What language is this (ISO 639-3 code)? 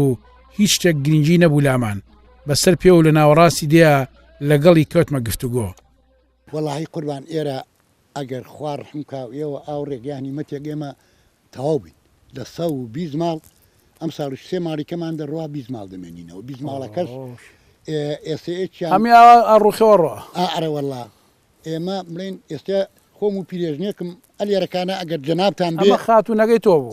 ckb